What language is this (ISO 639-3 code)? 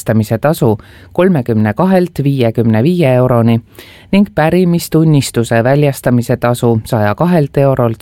est